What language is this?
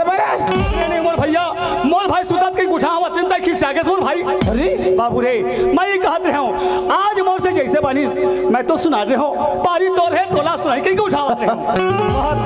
Chhattisgarhi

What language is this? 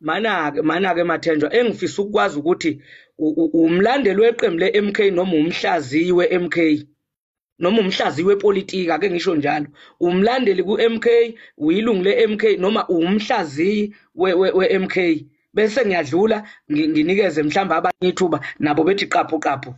Zulu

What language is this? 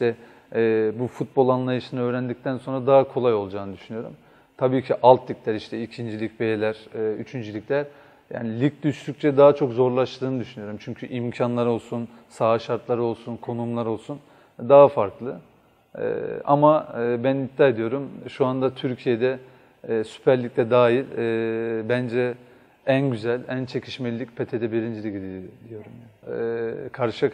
Turkish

